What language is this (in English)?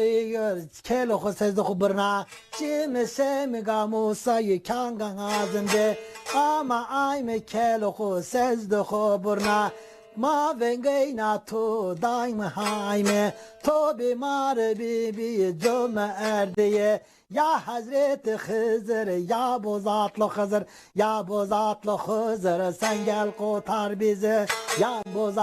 Zaza